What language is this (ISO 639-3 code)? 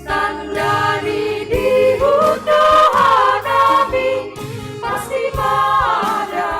bts